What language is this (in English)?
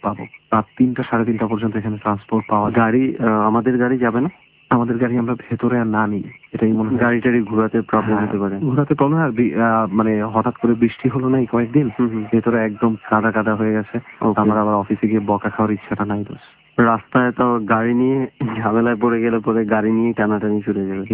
Bangla